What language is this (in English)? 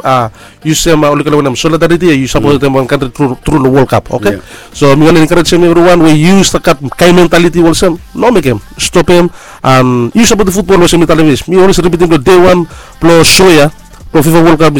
Bislama